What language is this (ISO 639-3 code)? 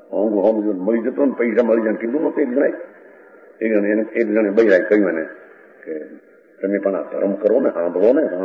guj